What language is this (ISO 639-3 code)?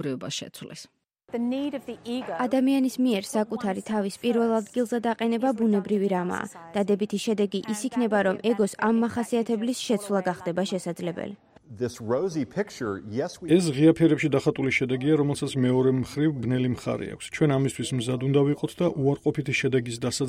kat